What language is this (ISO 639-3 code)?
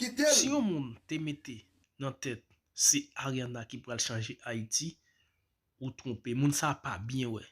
hat